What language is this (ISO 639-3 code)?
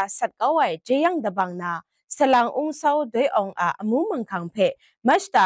kac